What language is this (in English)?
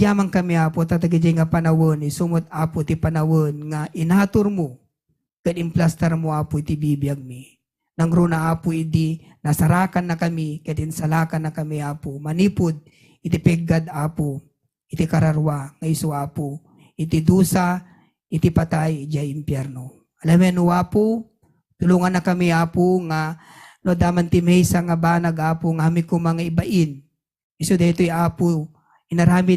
Iloko